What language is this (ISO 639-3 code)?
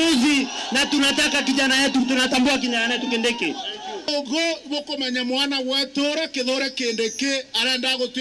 mer